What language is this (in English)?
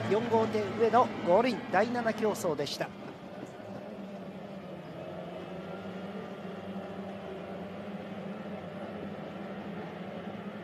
Japanese